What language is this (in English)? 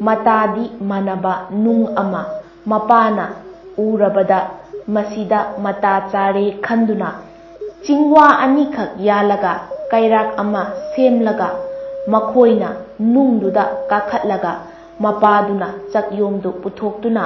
Manipuri